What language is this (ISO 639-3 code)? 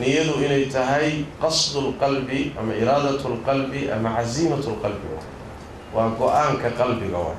som